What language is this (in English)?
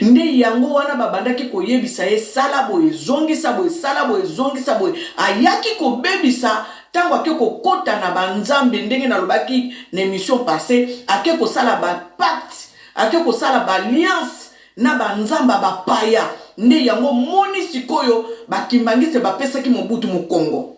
Lingala